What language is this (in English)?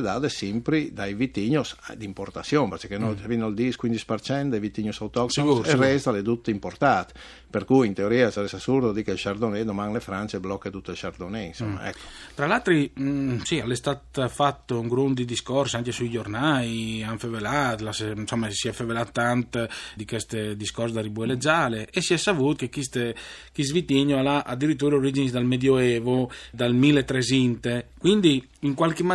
Friulian